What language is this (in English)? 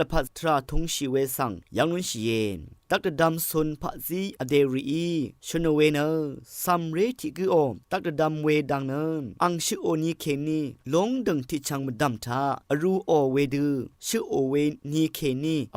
Rawang